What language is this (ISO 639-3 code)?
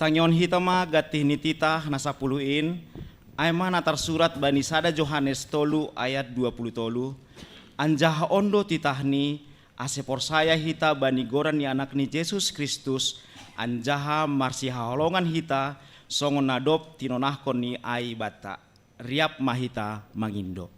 bts